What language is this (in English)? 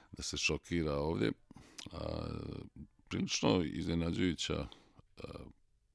Serbian